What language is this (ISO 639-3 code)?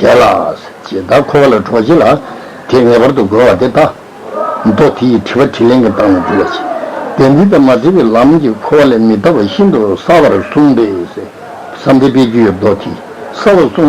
bod